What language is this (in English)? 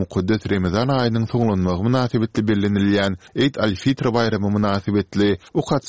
Turkmen